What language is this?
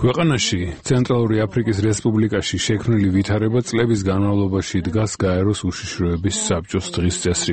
Georgian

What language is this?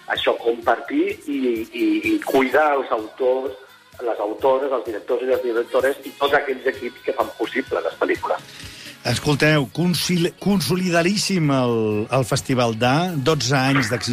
Catalan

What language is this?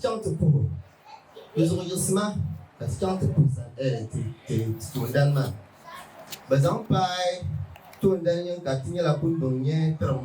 Dagbani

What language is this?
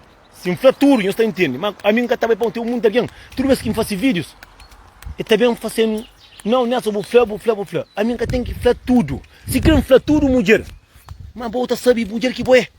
Kabuverdianu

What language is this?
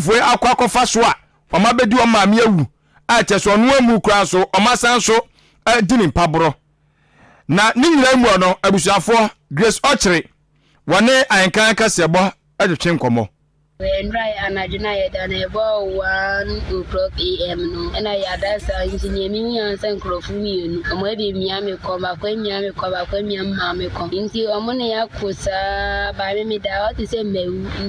Akan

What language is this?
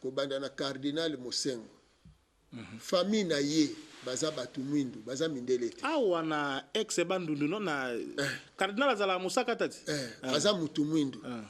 Lingala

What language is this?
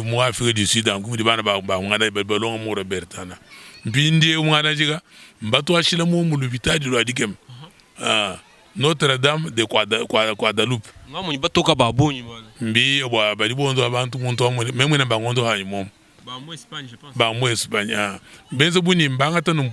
Luba-Lulua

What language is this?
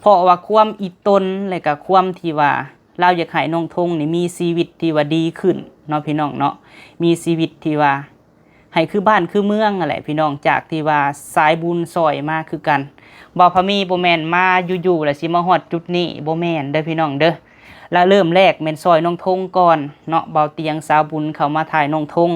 Lao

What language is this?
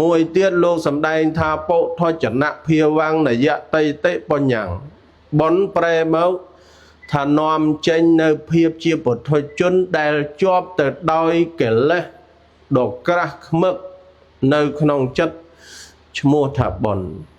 Khmer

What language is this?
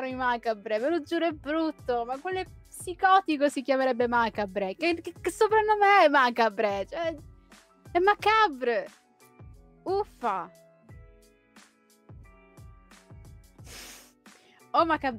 Italian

